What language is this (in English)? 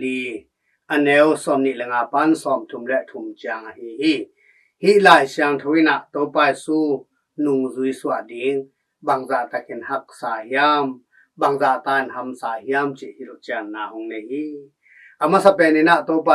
Tedim Chin